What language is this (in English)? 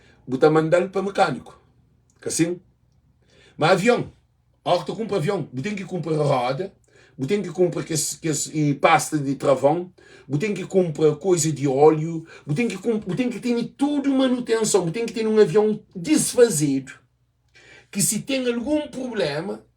Kabuverdianu